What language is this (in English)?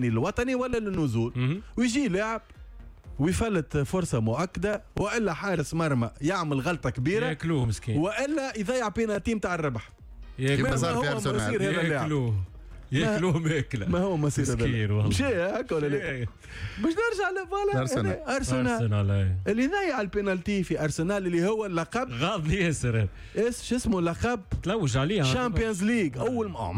Tunisian Arabic